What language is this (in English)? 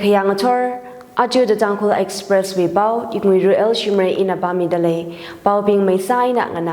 Tangkhul Naga (India)